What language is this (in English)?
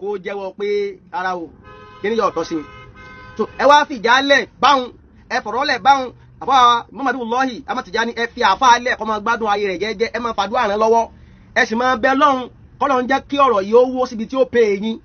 Yoruba